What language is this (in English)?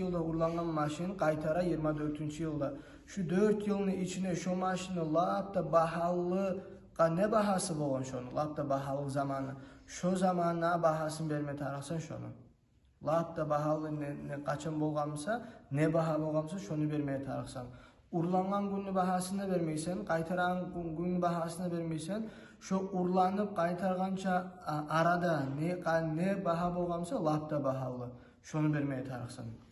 Kumyk